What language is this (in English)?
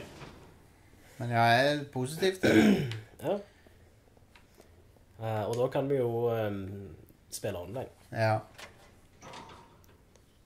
Norwegian